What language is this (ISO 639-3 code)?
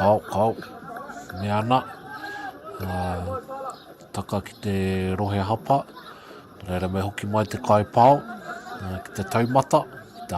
mri